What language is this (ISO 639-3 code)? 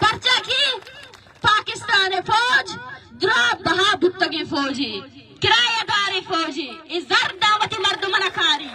bal